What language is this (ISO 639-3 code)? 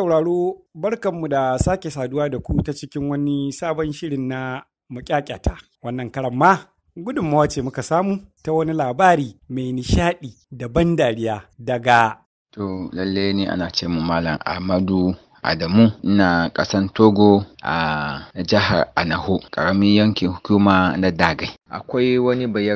hau